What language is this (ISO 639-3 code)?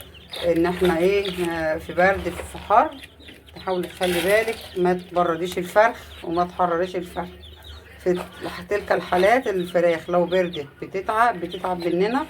arz